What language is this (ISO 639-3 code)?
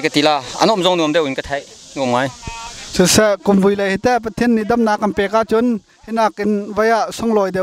cnh